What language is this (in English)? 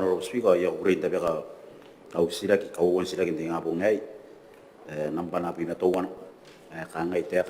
Gilbertese